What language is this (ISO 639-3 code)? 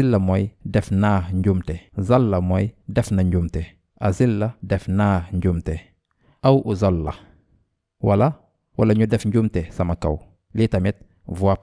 wol